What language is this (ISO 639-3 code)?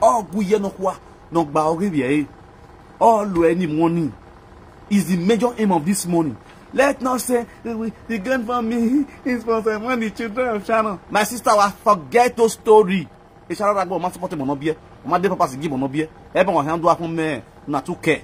pcm